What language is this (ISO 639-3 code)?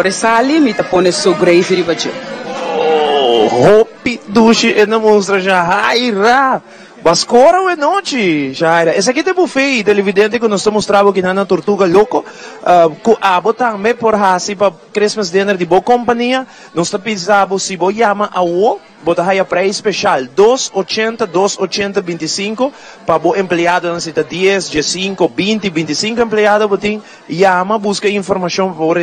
pap